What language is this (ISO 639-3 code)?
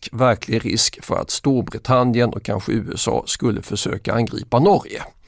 swe